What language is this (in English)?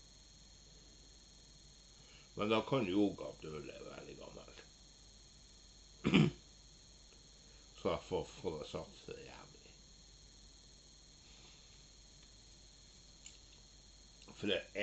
Norwegian